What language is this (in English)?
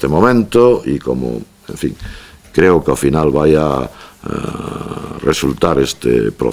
Galician